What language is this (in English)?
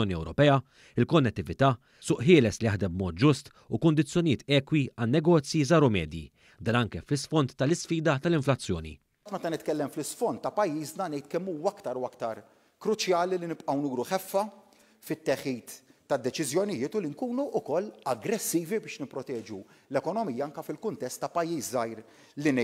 Maltese